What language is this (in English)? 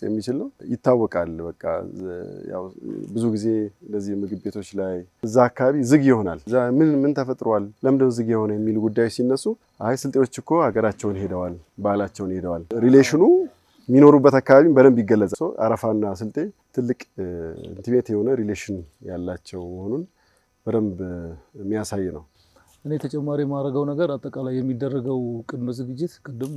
Amharic